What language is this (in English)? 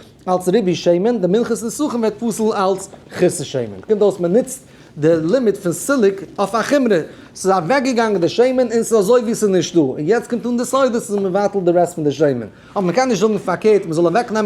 Yiddish